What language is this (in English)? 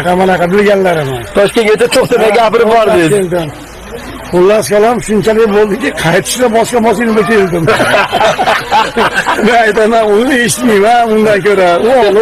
Uzbek